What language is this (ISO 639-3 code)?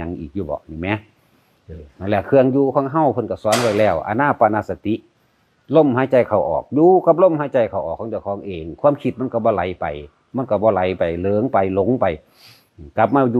tts